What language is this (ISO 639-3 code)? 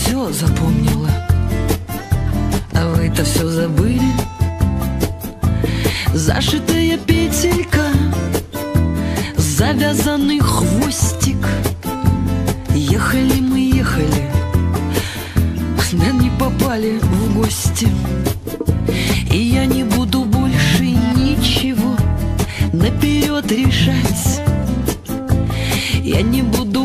rus